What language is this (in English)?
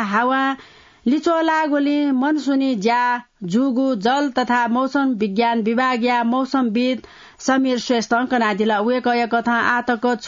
Newari